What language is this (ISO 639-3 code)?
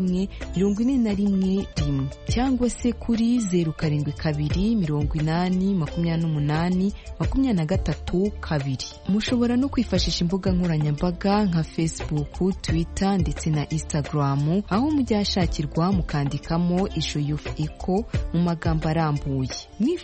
kin